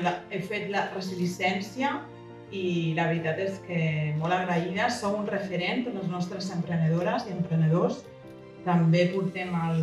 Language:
Catalan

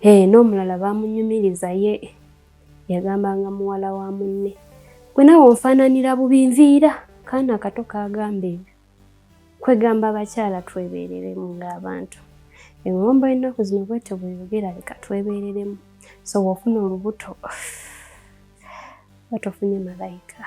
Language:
Ganda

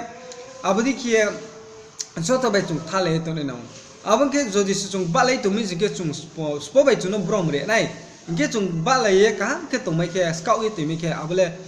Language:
Riang (India)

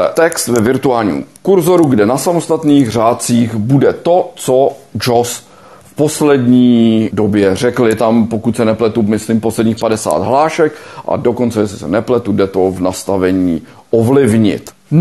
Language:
Czech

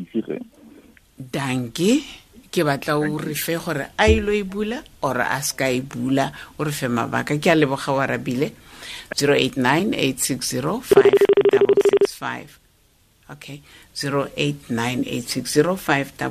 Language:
Tswana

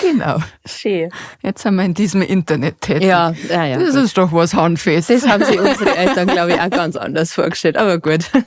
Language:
Bavarian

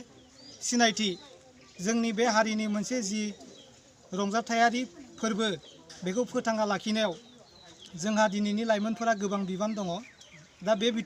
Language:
Bodo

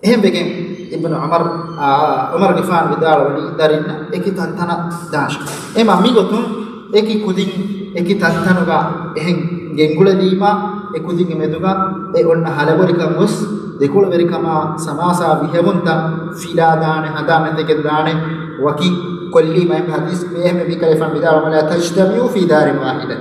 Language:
Divehi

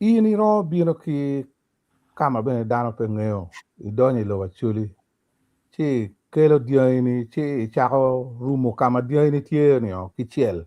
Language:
Acoli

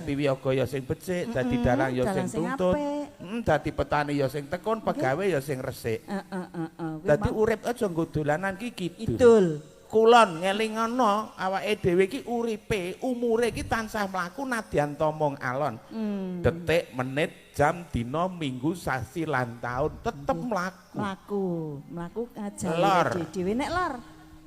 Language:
Javanese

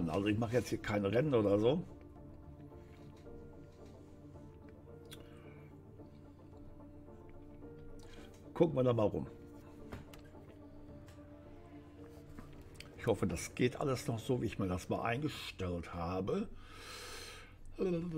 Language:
German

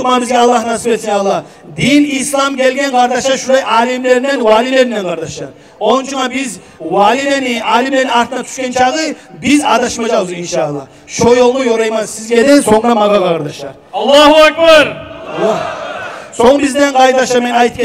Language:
Kumyk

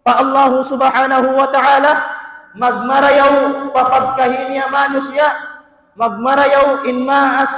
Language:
Tausug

